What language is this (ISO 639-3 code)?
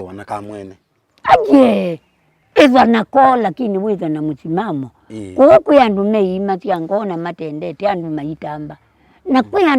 kam